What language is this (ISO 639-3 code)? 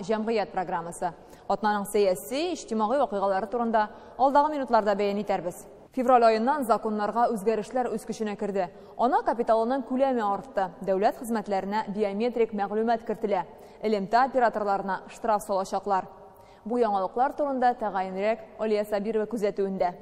tat